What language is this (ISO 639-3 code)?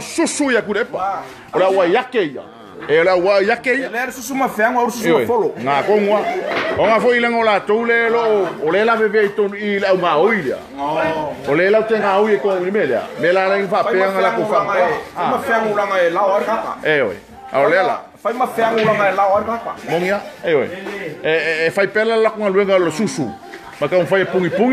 smo